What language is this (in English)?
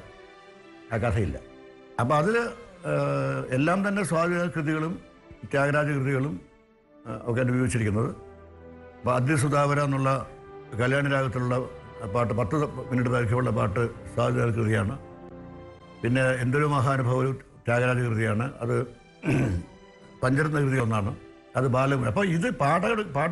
Malayalam